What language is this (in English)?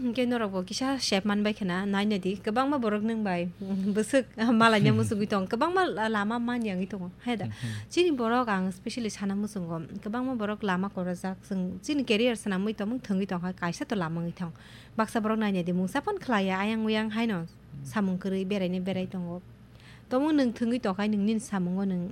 Kok Borok